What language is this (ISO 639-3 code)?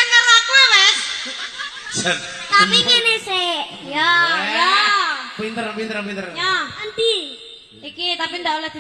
jav